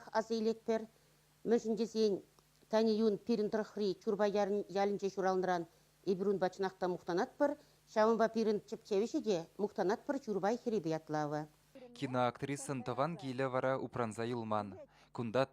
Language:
Chuvash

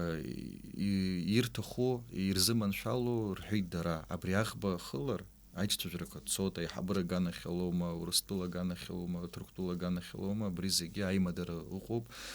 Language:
Abkhazian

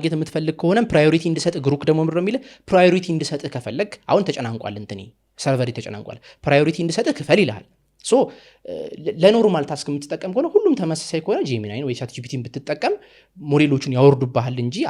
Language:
Amharic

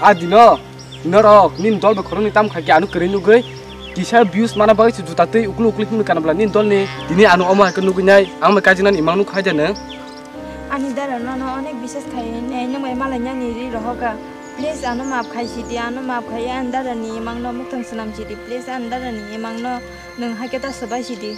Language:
Kok Borok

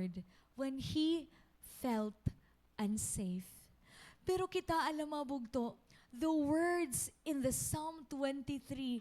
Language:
Waray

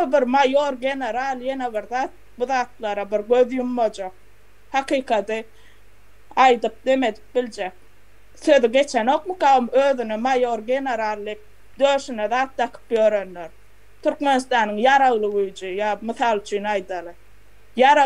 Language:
Turkmen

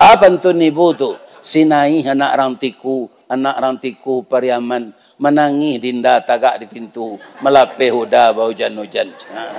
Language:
Minangkabau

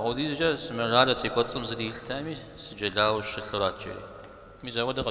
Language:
Kabardian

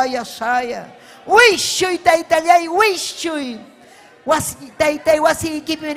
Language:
Ayacucho Quechua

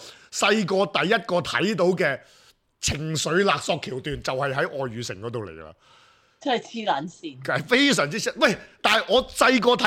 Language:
Cantonese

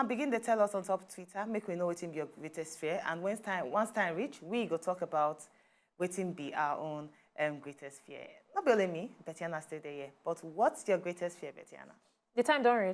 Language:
Nigerian Pidgin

